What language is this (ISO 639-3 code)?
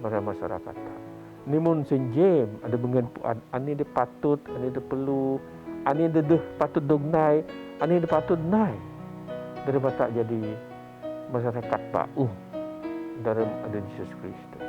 bth